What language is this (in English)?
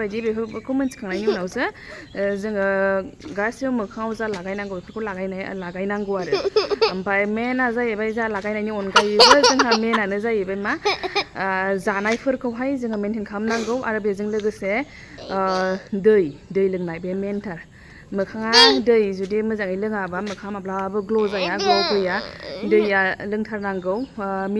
Bodo